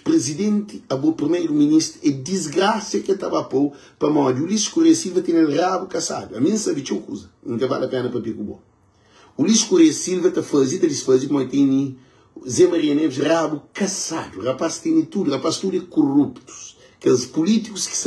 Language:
Kabuverdianu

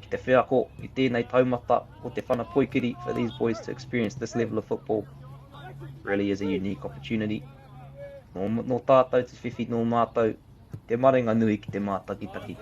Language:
Māori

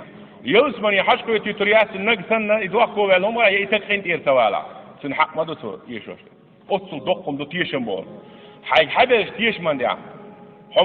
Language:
Chechen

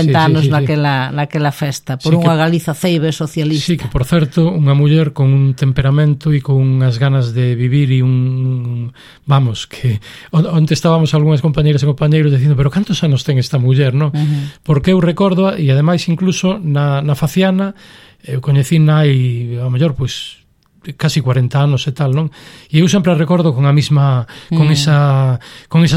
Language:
Galician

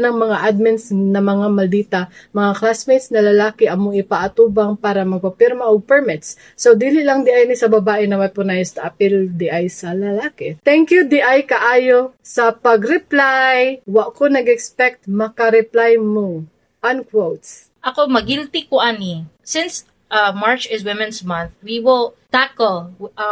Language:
Cebuano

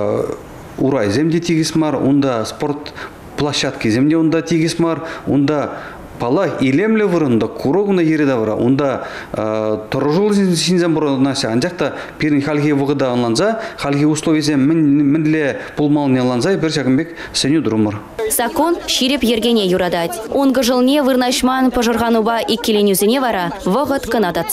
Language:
Chuvash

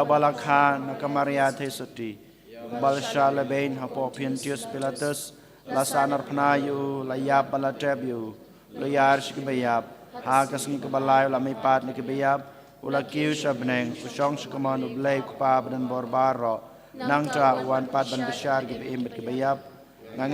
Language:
Khasi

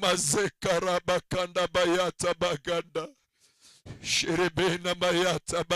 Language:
Kikuyu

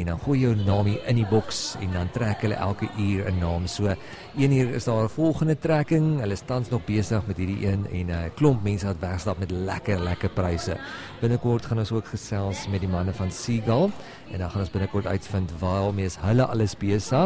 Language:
Afrikaans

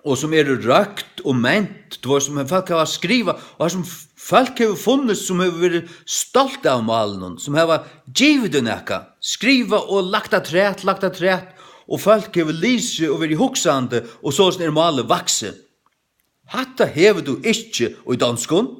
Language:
Faroese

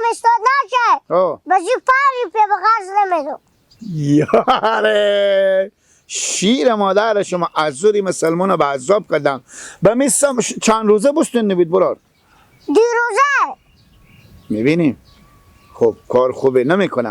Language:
Persian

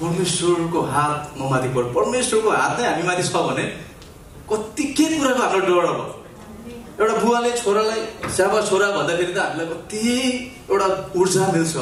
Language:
Nepali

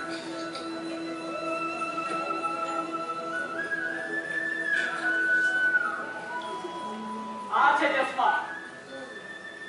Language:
Gujarati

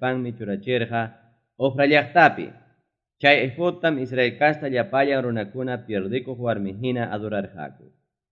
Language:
Ayacucho Quechua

